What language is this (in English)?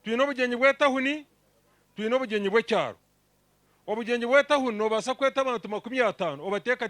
Nyankole